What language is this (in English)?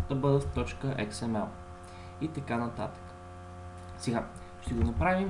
Bulgarian